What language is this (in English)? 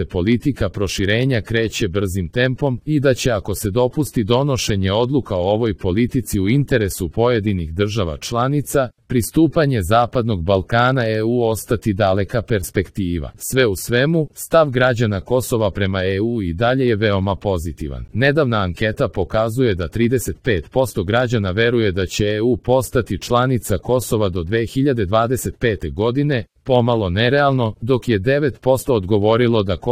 Serbian